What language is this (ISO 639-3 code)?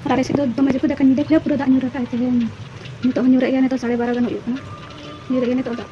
sat